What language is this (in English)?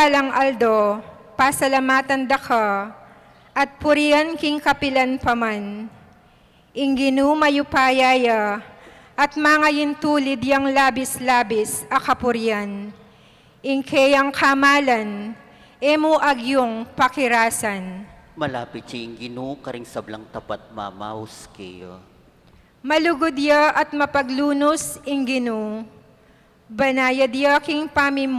Pampanga